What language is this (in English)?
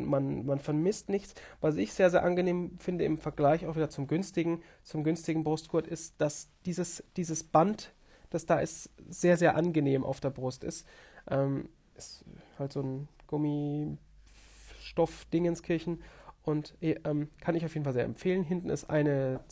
German